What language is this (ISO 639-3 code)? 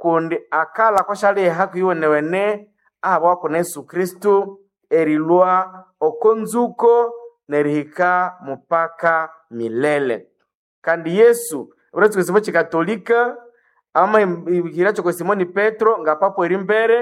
nnb